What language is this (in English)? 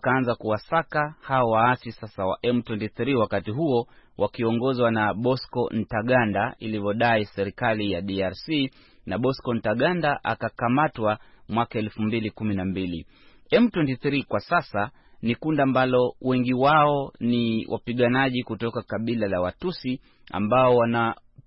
Swahili